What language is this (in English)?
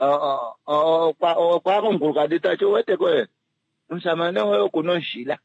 Kuanyama